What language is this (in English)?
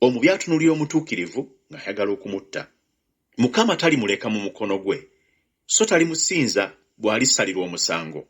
Ganda